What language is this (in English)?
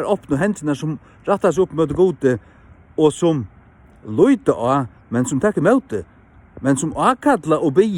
Faroese